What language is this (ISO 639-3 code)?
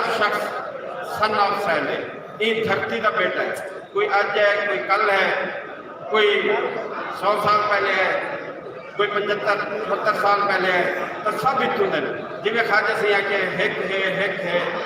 skr